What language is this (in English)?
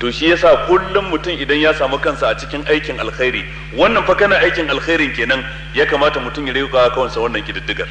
Hausa